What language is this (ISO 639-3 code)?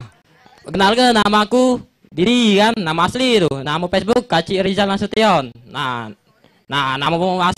mui